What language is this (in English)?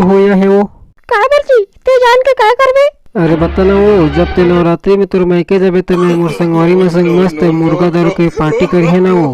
Chhattisgarhi